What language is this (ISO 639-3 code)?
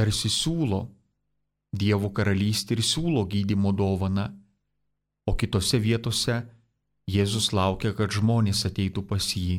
lit